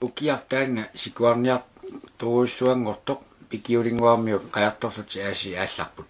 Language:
Kalaallisut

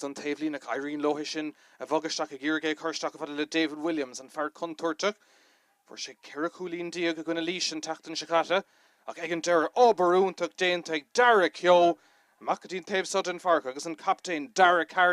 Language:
Irish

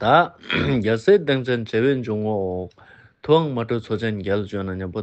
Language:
Ladakhi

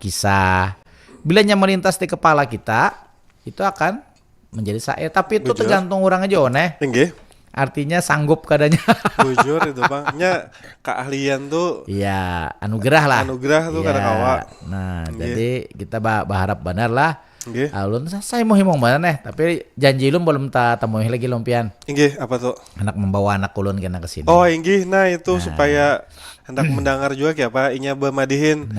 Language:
Banjar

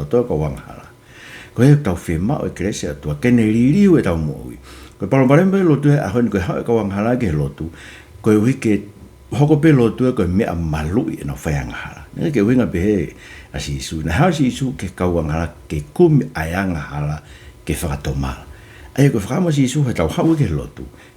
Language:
Tongan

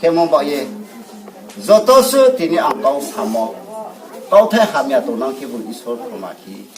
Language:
Riang (India)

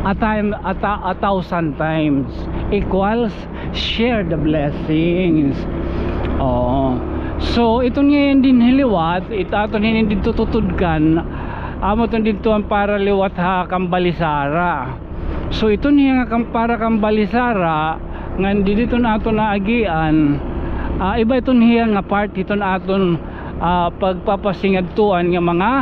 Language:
Waray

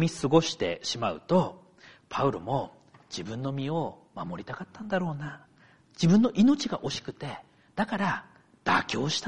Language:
Japanese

